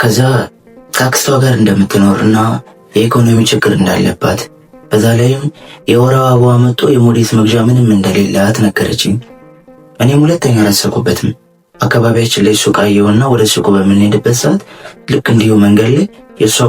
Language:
Amharic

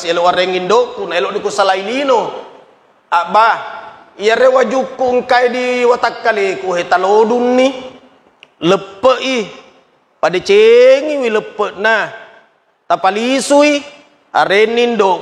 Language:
Buginese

